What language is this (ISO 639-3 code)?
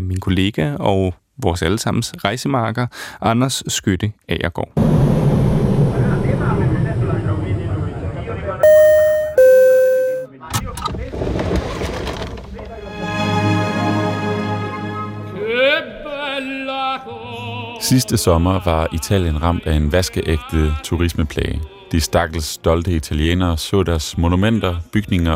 dan